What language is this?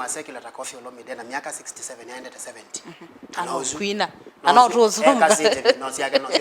Kamba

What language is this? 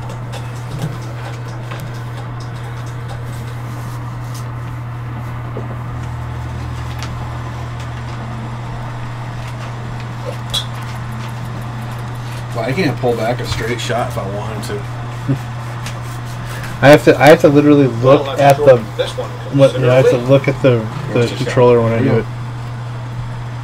English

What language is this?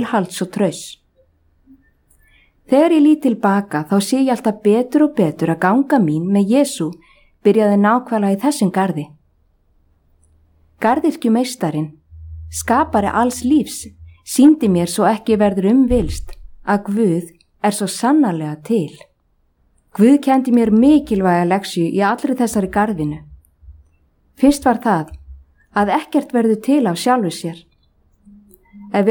Icelandic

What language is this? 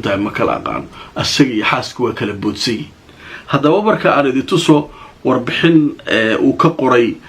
Somali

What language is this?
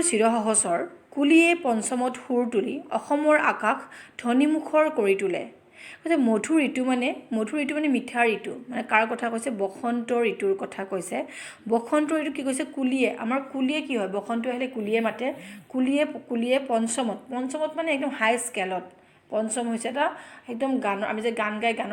Assamese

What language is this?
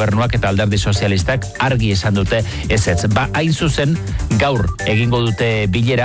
Basque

